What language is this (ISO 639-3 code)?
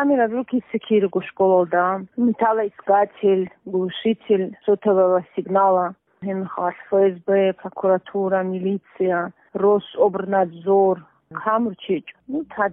ava